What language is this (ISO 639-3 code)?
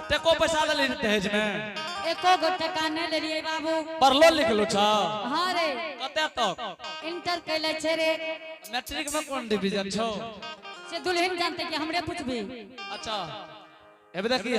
anp